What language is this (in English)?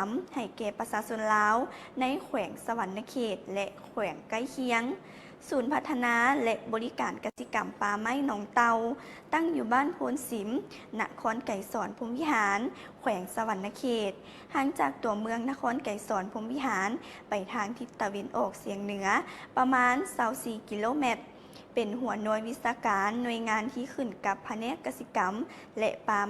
Lao